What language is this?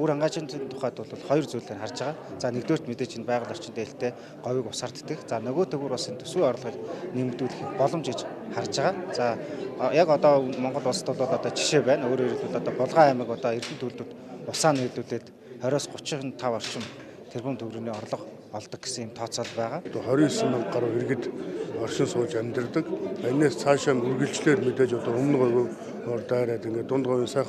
Mongolian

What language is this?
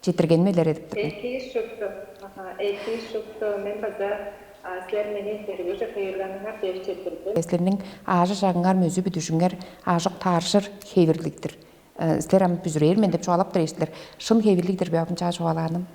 Tuvinian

